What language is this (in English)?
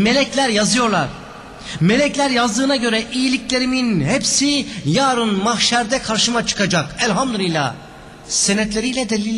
Turkish